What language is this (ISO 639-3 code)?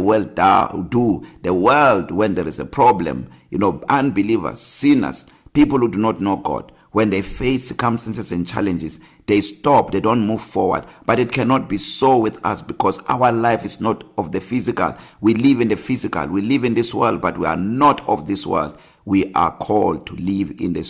eng